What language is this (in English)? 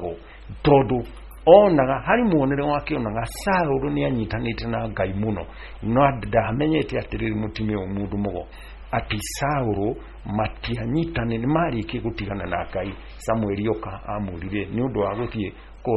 Kikuyu